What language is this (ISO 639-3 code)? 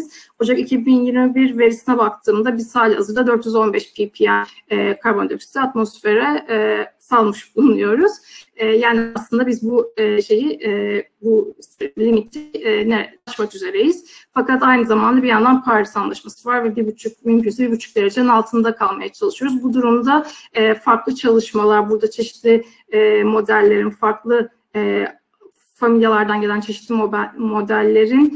tur